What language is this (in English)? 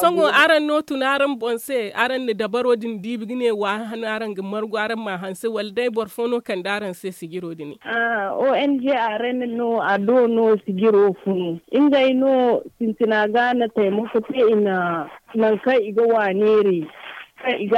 Zarma